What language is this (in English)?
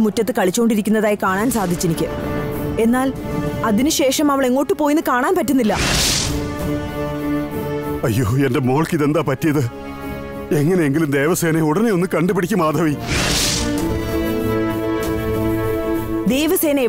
Malayalam